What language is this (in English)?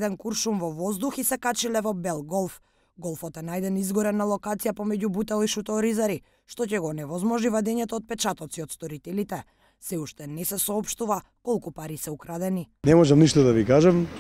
Macedonian